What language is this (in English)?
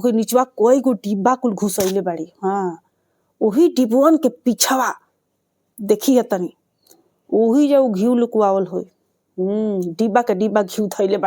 Bhojpuri